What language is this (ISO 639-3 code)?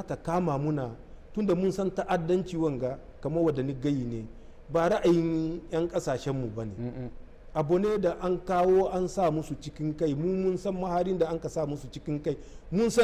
hau